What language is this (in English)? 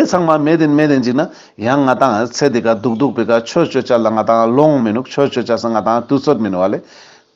Ladakhi